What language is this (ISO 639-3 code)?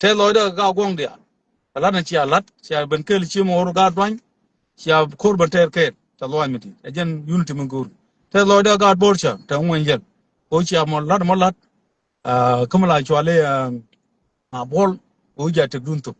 nus